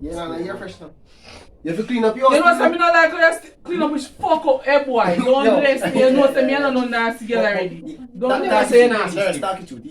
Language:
Jamaican Creole English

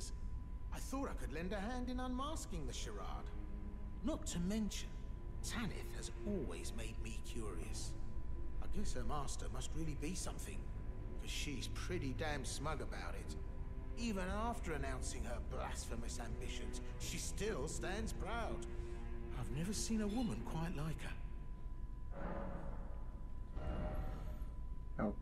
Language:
Polish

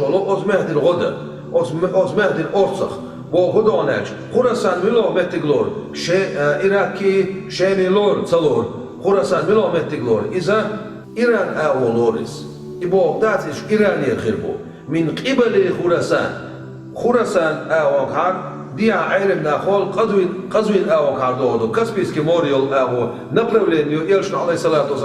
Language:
Chechen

